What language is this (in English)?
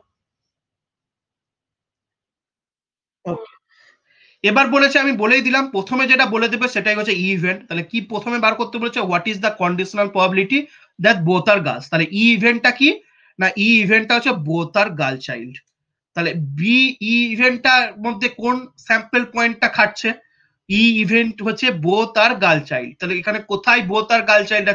Bangla